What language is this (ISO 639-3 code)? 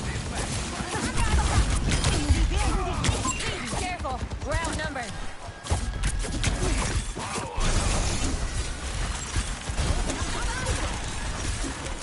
msa